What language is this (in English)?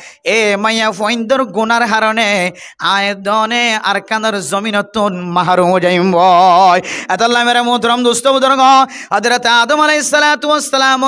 Rohingya